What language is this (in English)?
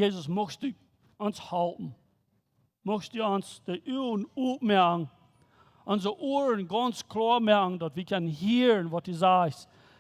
Plautdietsch